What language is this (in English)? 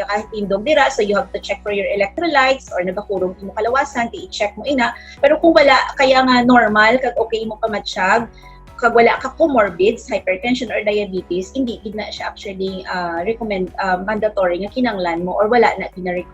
Hiligaynon